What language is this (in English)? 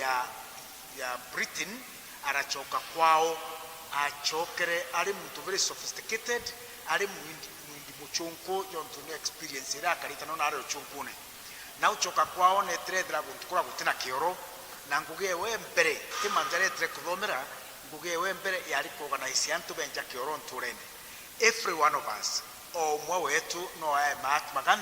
Meru